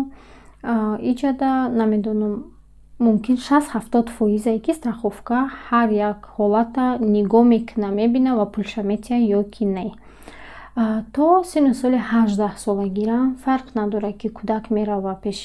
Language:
Tajik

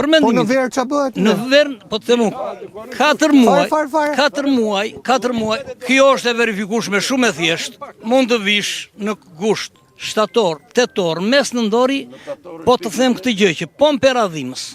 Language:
Albanian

